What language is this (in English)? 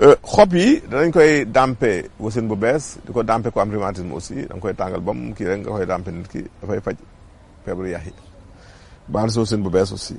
Wolof